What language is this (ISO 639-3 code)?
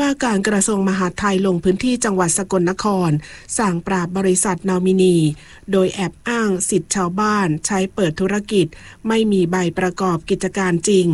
tha